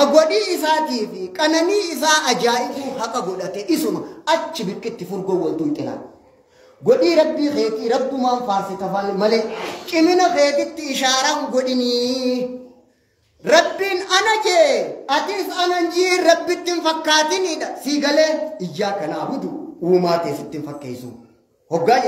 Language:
Oromo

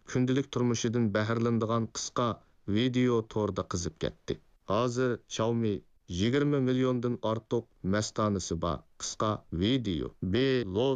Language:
Uyghur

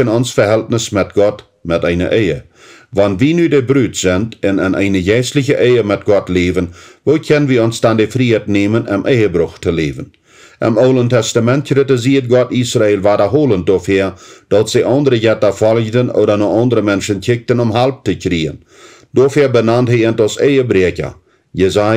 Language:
Plautdietsch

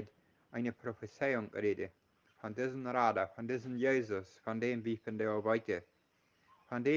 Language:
Plautdietsch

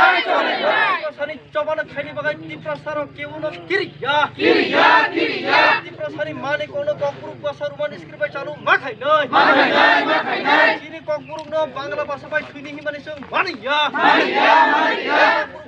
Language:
Kok Borok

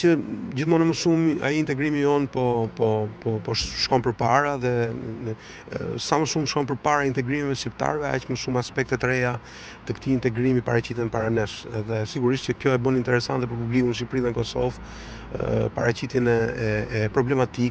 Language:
Albanian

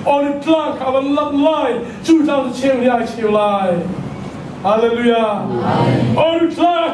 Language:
Hakha Chin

